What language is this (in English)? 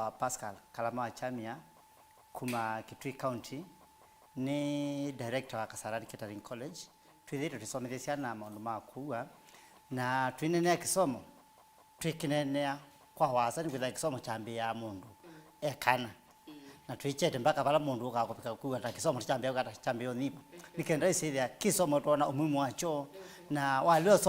Kamba